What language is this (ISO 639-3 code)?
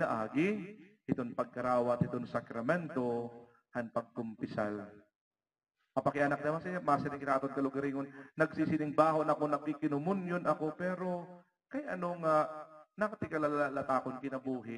war